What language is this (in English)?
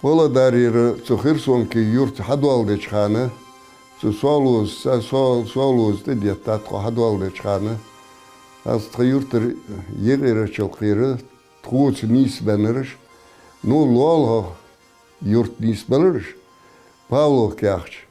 Ingush